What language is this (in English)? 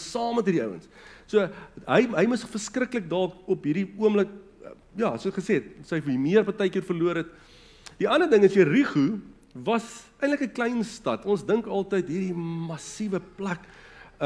Afrikaans